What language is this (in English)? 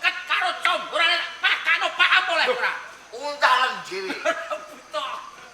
Javanese